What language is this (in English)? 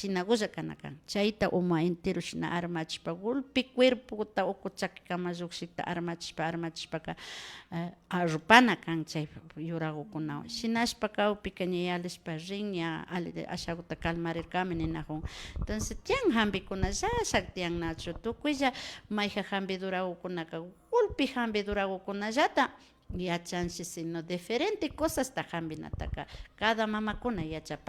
Imbabura Highland Quichua